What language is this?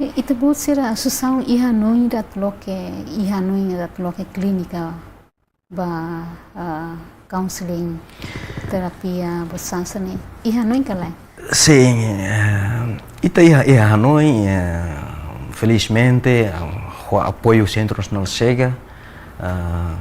Tetum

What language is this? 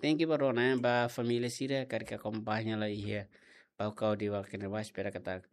Tetum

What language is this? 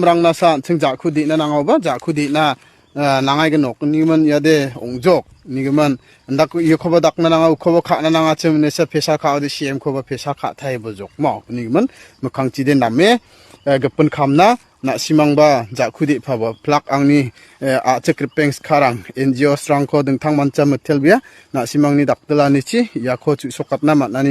Garo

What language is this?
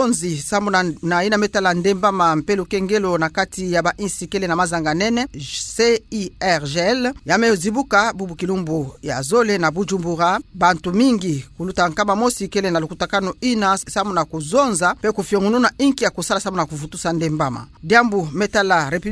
Kituba (Democratic Republic of Congo)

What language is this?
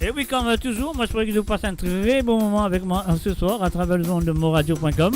Morisyen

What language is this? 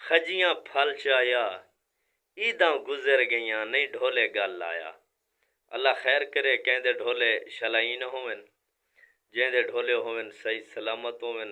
Saraiki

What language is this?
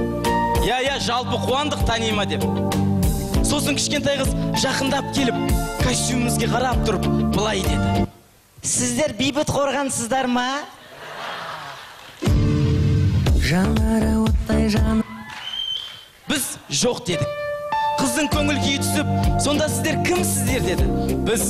Kazakh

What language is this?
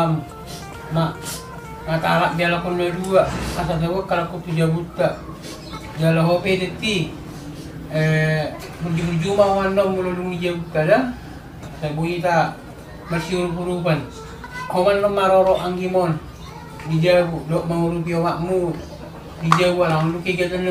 Batak Toba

